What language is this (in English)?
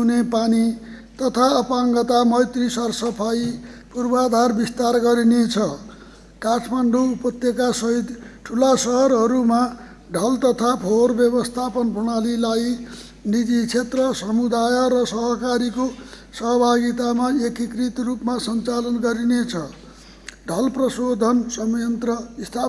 Nepali